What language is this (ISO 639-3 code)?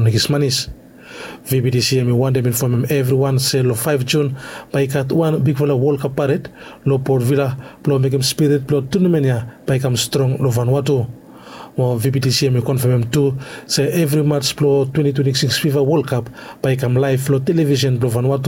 bis